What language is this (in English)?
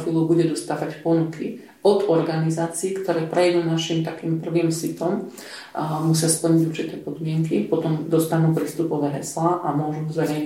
Slovak